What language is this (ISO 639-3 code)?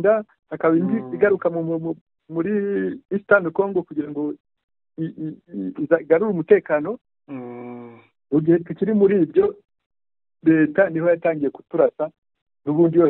kin